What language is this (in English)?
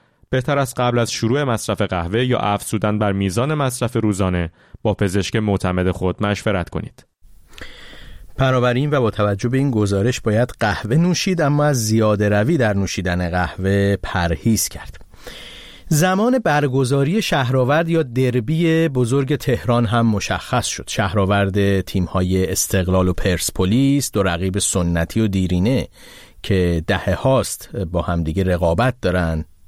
Persian